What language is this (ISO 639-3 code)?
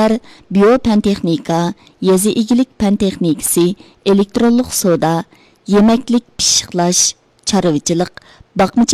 uig